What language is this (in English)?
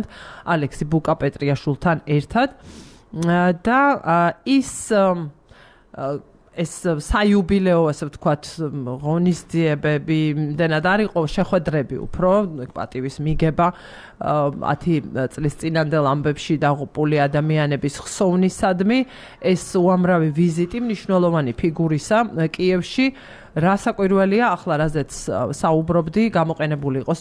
Georgian